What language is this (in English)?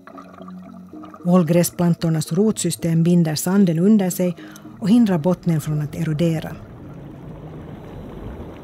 Swedish